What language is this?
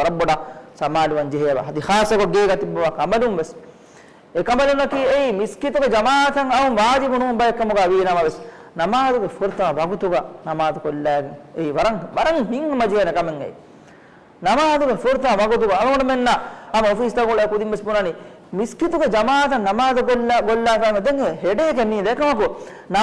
Divehi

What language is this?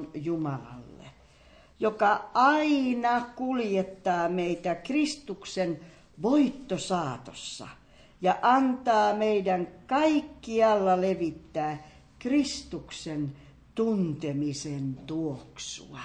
Finnish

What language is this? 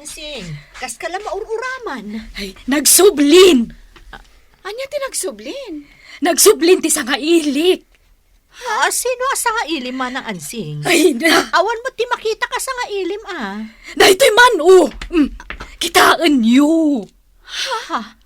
Iloko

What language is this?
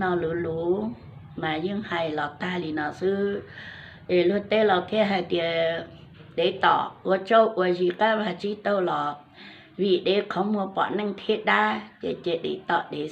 Hmong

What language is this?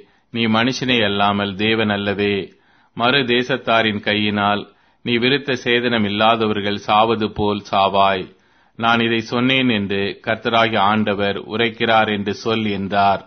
Tamil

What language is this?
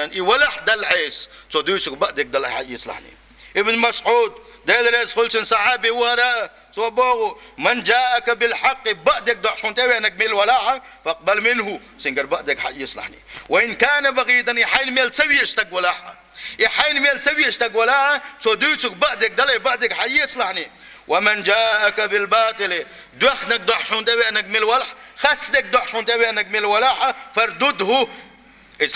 Chechen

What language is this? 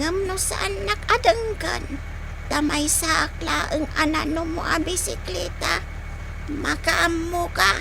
Iloko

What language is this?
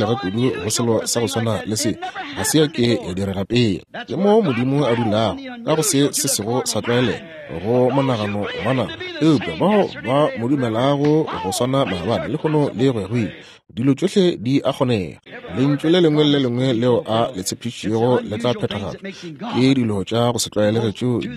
Northern Sotho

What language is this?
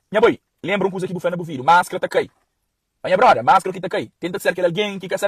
Kabuverdianu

